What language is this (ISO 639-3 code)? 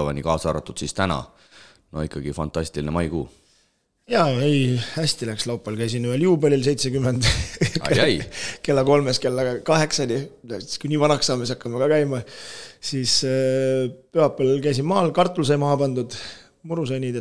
est